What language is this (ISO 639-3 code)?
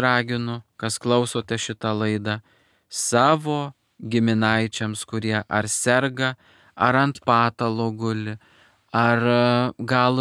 lit